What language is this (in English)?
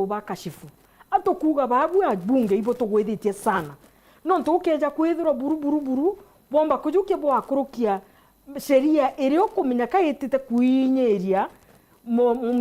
Meru